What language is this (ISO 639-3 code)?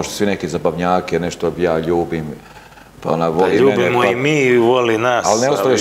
hrv